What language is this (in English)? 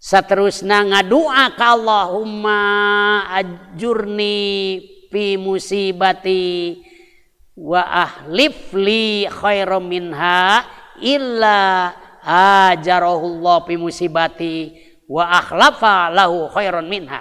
Sundanese